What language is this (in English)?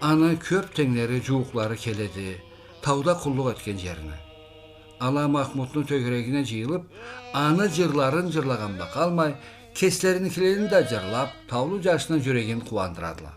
Karachay-Balkar